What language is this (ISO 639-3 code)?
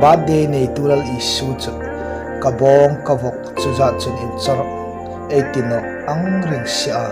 hmr